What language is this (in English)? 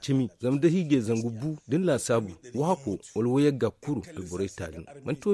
Zarma